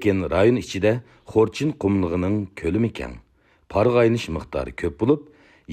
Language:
Uyghur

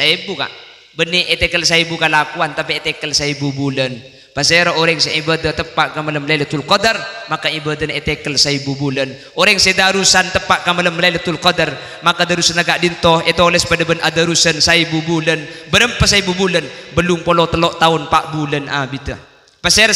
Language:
Madurese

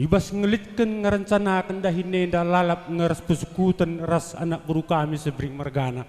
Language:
Batak Karo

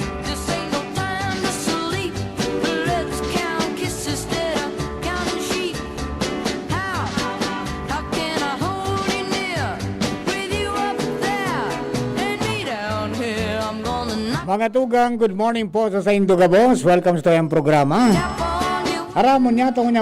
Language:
Bikol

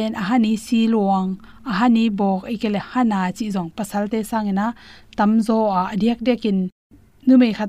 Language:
Tedim Chin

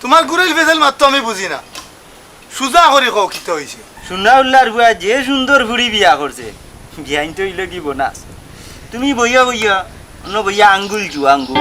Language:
Sylheti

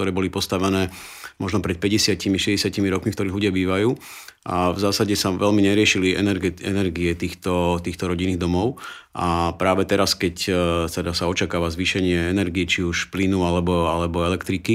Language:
Slovak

